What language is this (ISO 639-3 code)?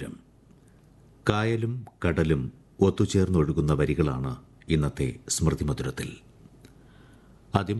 mal